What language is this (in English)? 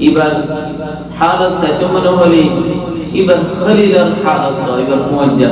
Rohingya